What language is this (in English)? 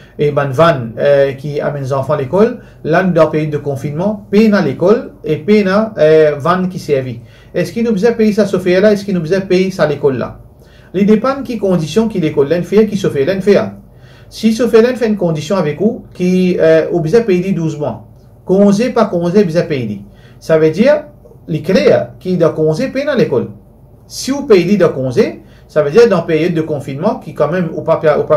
Morisyen